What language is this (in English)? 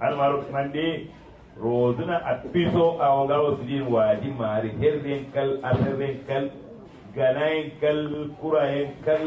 Kanuri